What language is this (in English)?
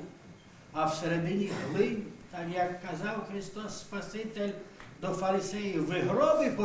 Rusyn